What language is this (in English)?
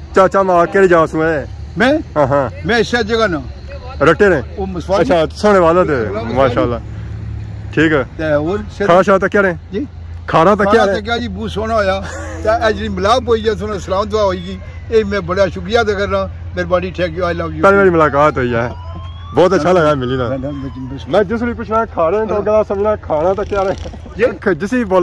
Pahari-Potwari